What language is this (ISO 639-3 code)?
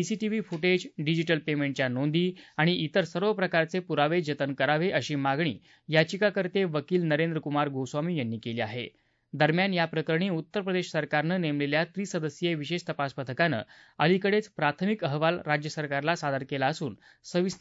mar